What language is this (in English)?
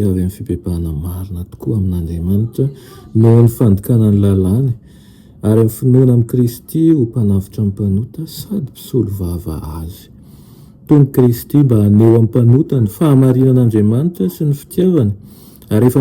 Malagasy